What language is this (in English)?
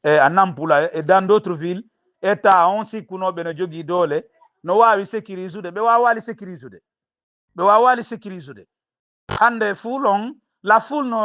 Fula